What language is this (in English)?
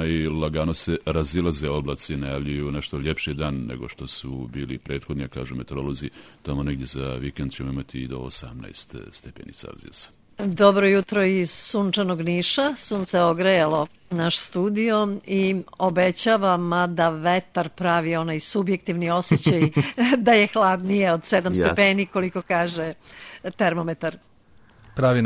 Serbian